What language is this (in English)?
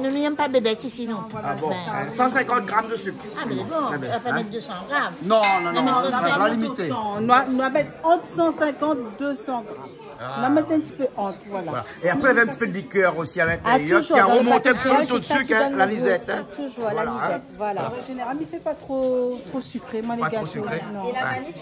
Réunion Creole French